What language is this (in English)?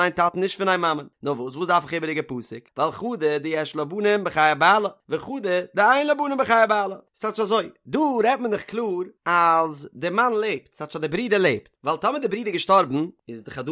Yiddish